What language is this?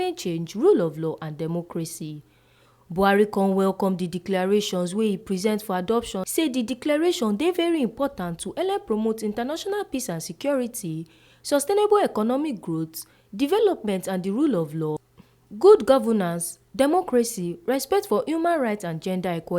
Nigerian Pidgin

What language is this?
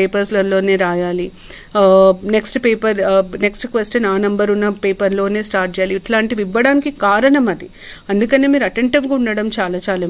Telugu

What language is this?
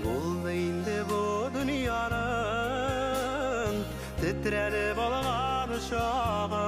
Bashkir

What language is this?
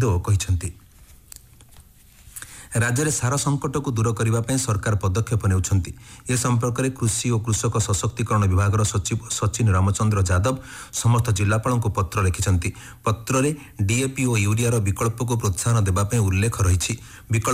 Odia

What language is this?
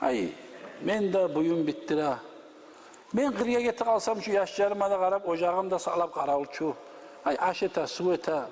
Kumyk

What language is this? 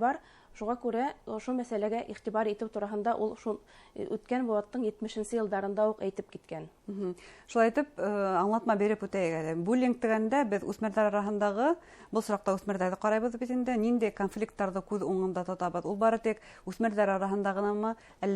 Bashkir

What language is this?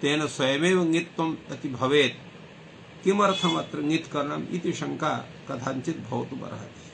Sanskrit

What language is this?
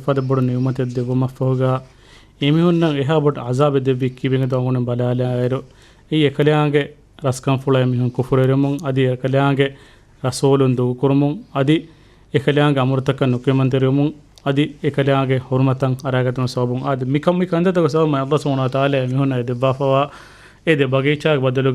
Divehi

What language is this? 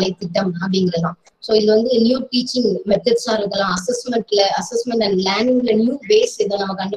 Tamil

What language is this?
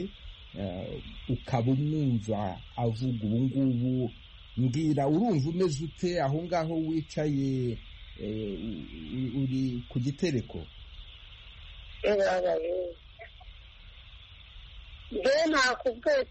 Kinyarwanda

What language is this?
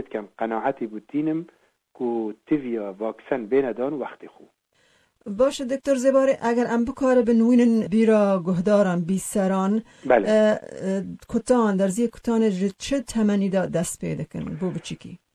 Kurdish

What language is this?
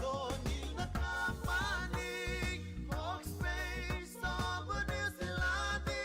Fijian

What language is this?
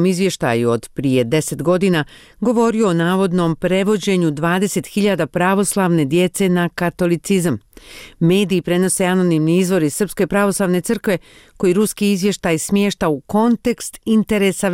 Bosnian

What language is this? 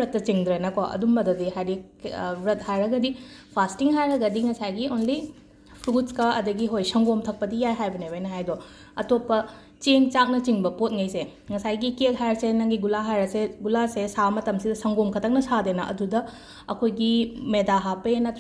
Manipuri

